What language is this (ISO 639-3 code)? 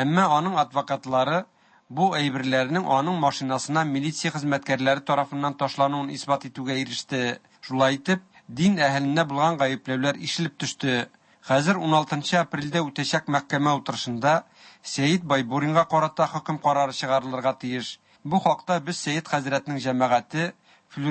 tat